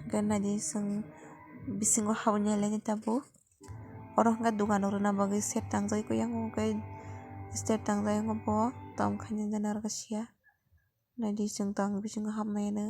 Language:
Kok Borok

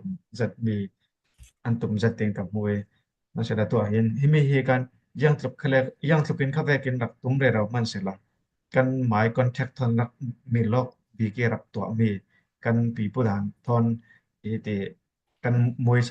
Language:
Falam Chin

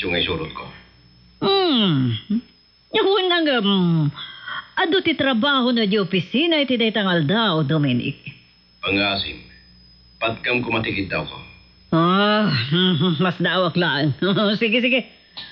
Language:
Iloko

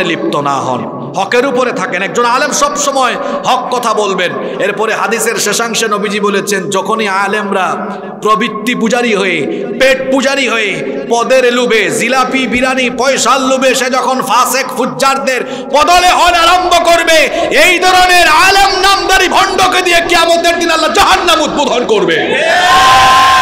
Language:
Bangla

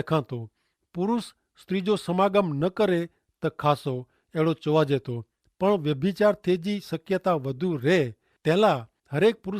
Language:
Kachhi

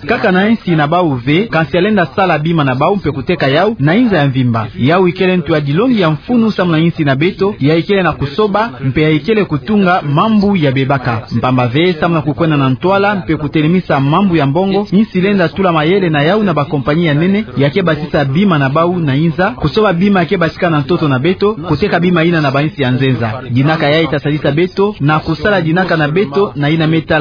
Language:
Kituba (Democratic Republic of Congo)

